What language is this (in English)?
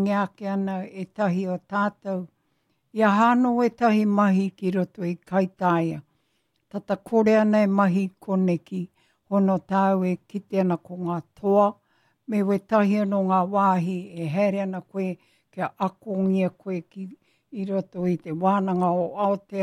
Māori